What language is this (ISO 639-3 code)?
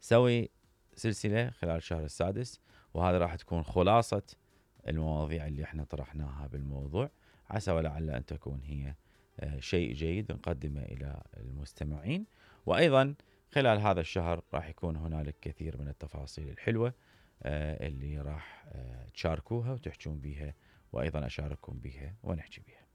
acm